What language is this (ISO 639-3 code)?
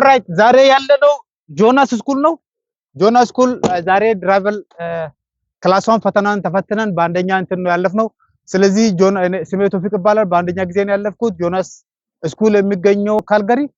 amh